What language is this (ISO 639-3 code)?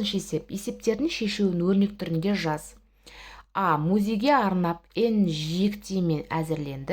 kaz